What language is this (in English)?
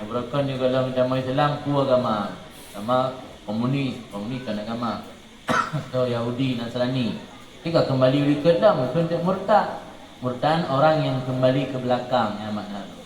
Achinese